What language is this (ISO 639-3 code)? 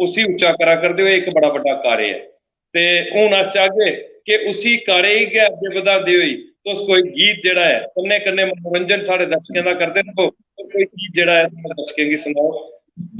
doi